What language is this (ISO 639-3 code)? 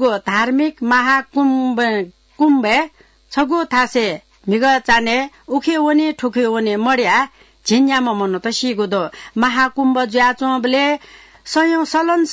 new